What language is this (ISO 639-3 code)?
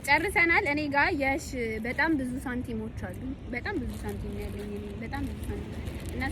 amh